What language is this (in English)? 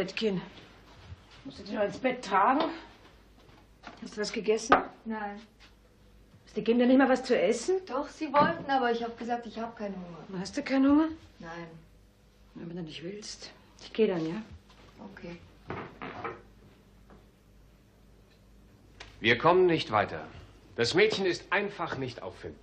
German